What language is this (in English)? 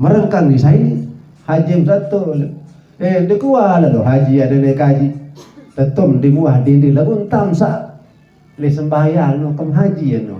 Sasak